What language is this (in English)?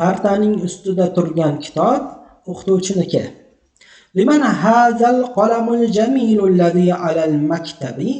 Uzbek